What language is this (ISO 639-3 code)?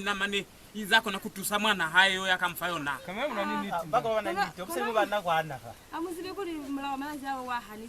loz